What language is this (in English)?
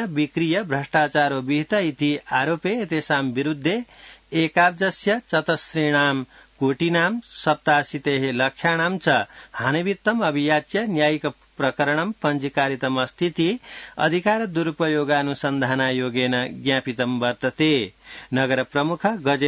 Sanskrit